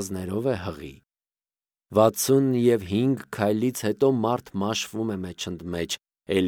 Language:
Armenian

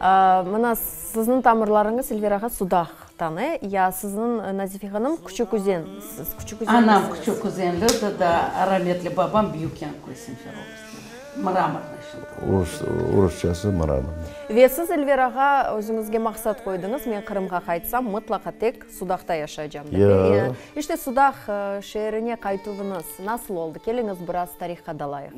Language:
Crimean Tatar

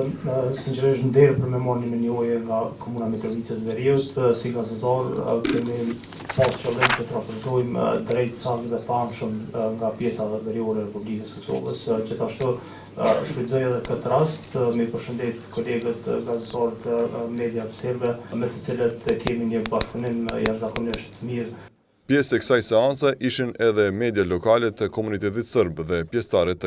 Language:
Albanian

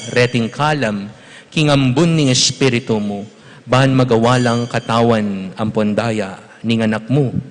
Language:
Pampanga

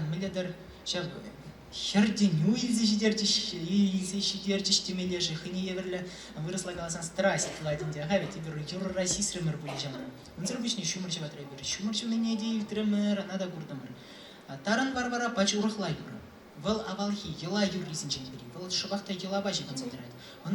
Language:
Chuvash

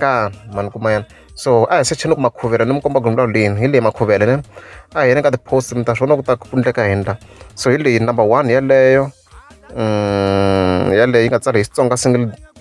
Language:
Tsonga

